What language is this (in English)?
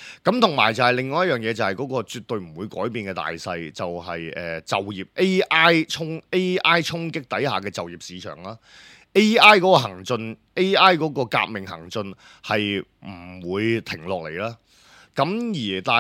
Cantonese